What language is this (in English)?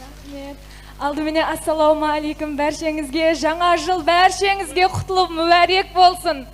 Kara-Kalpak